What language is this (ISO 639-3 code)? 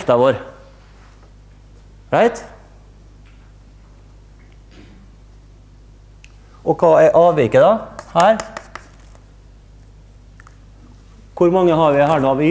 nor